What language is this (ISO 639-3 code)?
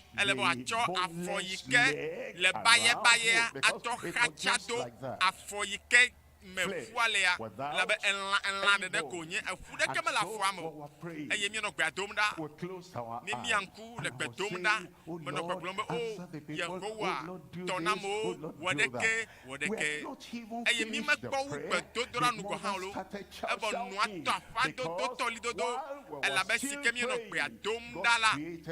ewe